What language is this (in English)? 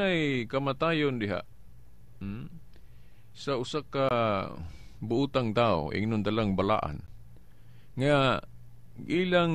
Cebuano